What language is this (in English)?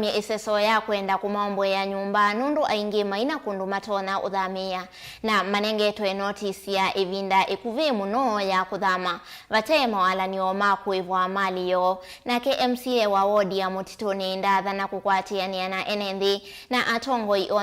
Kamba